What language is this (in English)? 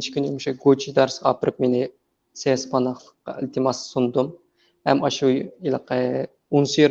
Uyghur